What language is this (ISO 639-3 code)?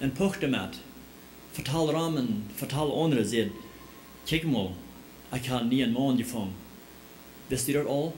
pdt